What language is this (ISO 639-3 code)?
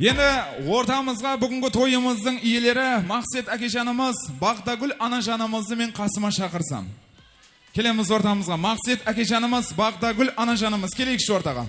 kaa